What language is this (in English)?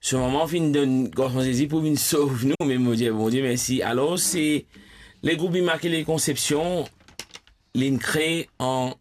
Morisyen